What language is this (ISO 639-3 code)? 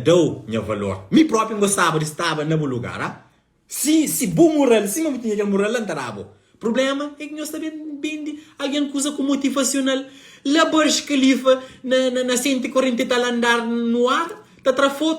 kea